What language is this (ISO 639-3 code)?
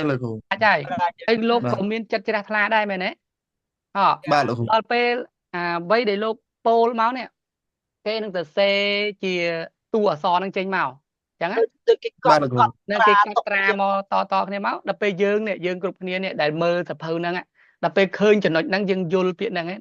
khm